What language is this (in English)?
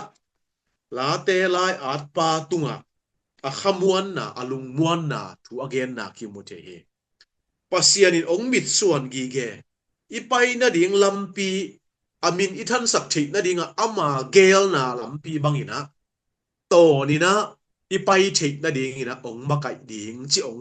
Tedim Chin